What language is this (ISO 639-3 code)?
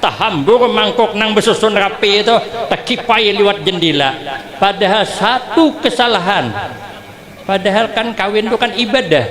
bjn